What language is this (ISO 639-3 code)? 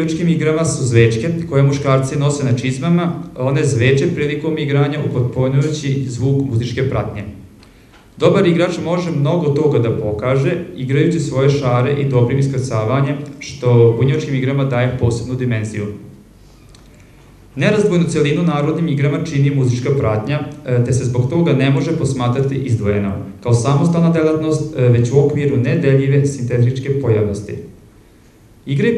srp